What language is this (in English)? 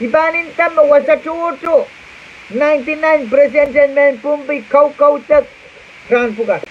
Pohnpeian